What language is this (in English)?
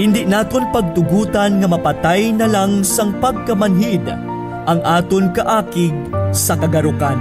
Hiligaynon